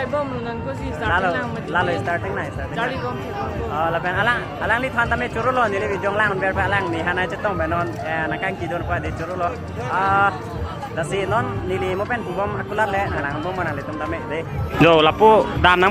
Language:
Karbi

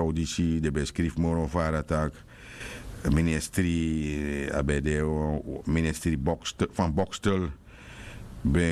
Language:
Sranan Tongo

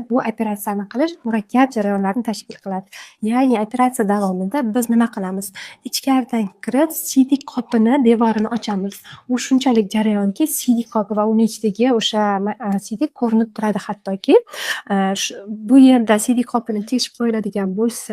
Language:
Uzbek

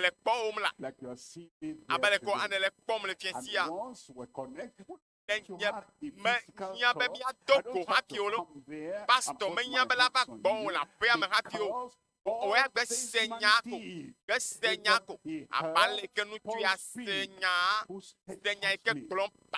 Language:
Ewe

